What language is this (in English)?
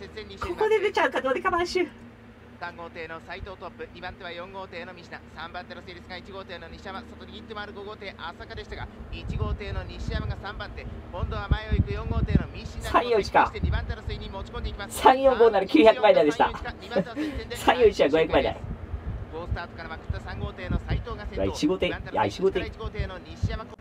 Japanese